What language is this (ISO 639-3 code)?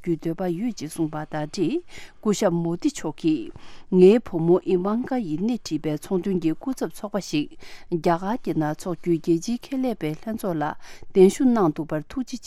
bod